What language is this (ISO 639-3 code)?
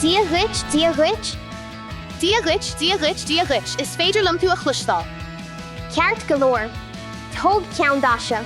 gle